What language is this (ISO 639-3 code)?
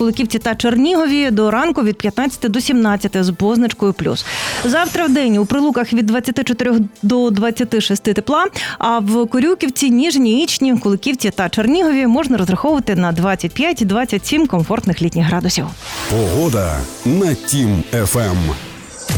ukr